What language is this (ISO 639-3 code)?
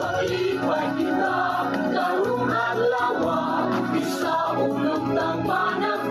hil